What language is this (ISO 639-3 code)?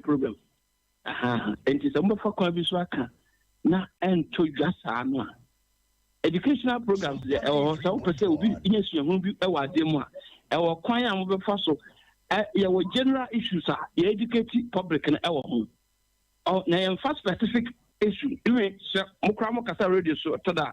aka